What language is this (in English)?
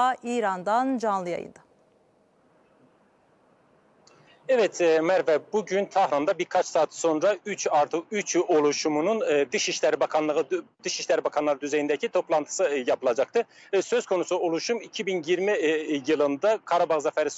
Turkish